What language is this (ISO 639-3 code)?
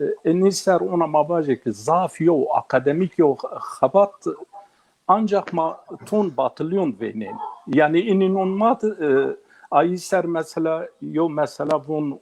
zza